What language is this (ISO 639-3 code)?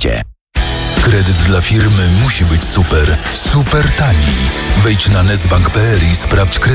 pol